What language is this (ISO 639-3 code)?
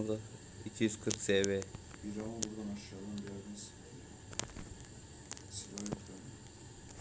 tur